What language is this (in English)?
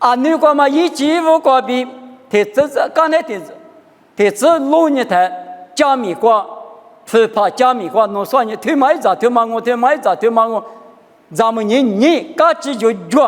Lisu